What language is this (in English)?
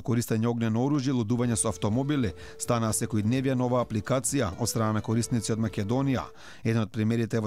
Macedonian